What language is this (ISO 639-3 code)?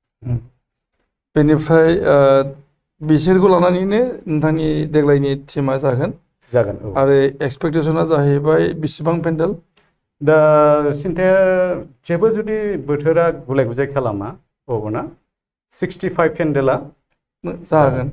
brx